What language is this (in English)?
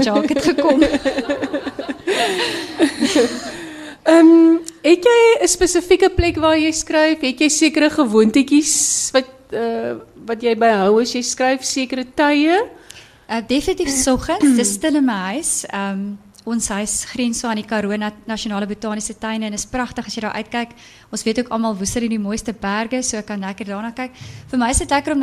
Afrikaans